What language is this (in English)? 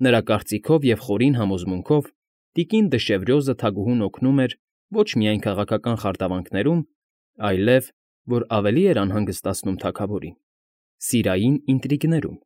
Armenian